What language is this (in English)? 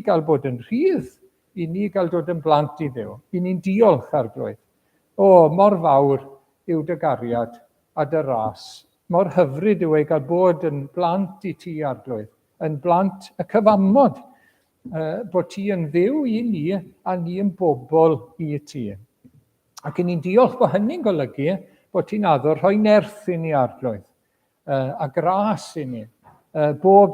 Welsh